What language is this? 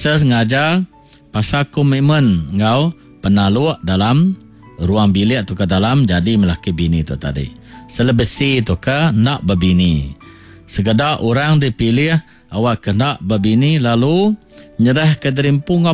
Iban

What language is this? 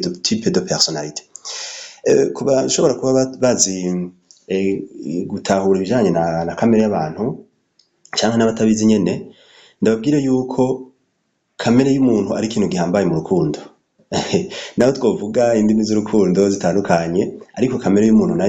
Rundi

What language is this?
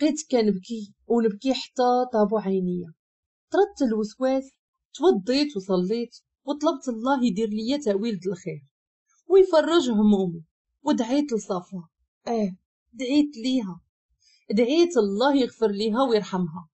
Moroccan Arabic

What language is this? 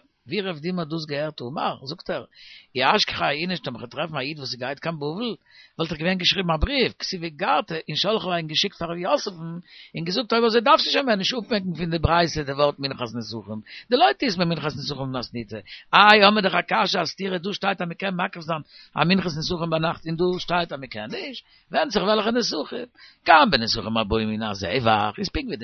Yiddish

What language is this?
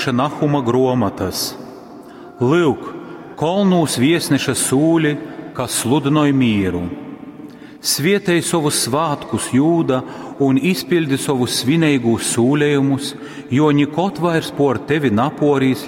Latgalian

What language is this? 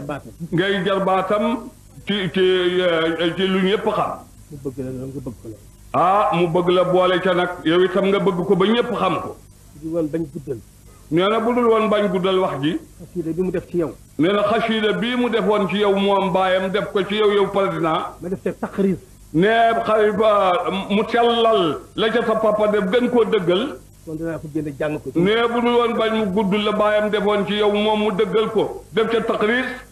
Wolof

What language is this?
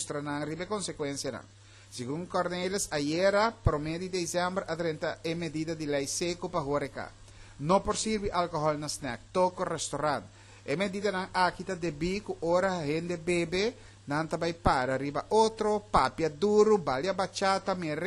Papiamento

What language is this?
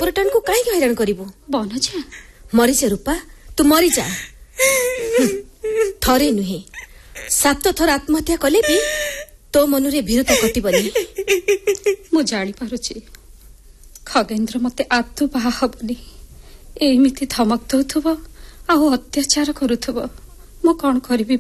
Odia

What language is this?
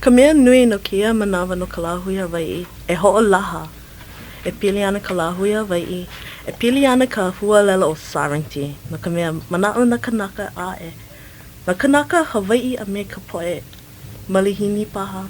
Hawaiian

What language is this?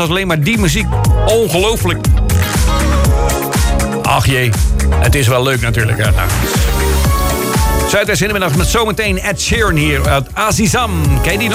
Dutch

